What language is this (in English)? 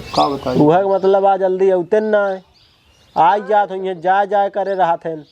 Awadhi